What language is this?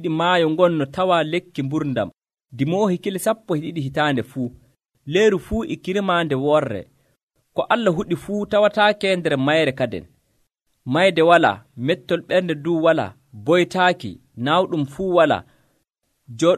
Nigerian Fulfulde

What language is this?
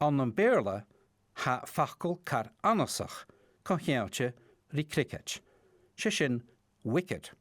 Scottish Gaelic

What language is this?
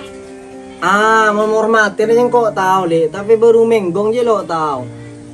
Madurese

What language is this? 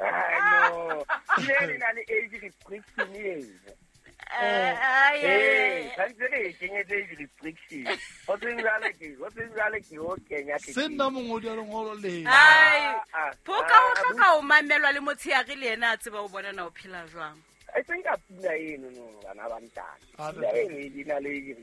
Southern Sotho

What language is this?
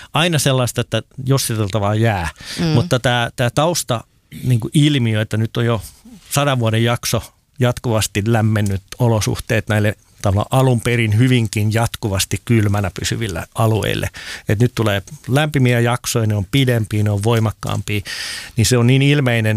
Finnish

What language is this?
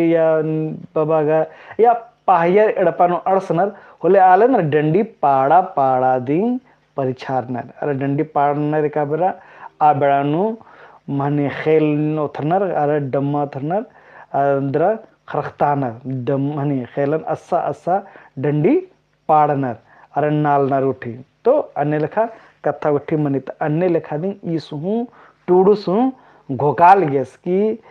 Kurukh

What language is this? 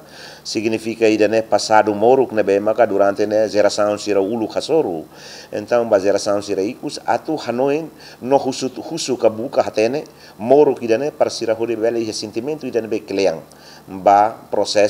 Tetum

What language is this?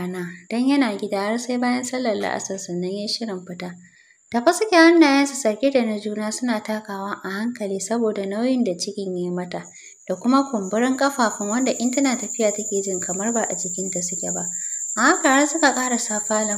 Hausa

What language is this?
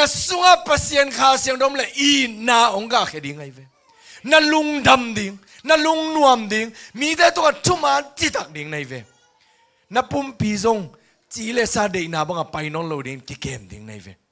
Tedim Chin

